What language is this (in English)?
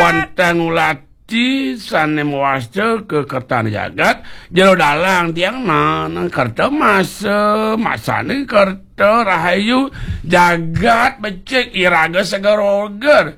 Balinese